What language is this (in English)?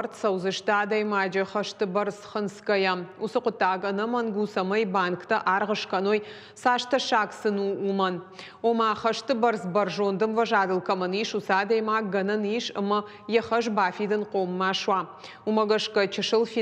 Ossetic